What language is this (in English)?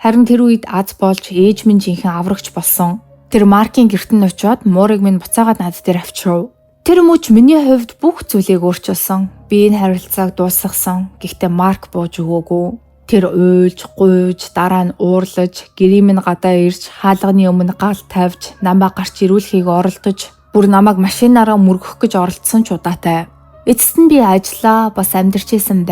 Mongolian